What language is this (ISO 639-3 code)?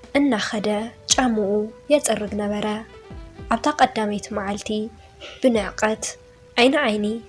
tir